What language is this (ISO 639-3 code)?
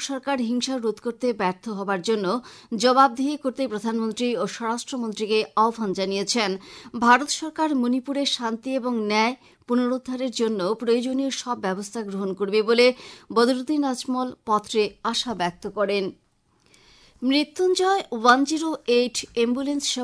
ben